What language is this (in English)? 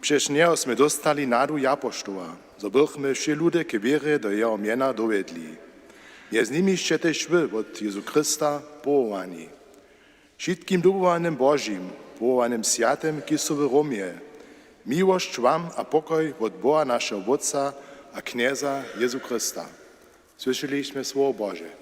Upper Sorbian